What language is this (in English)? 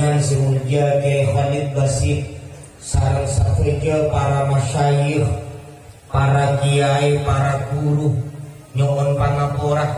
Madurese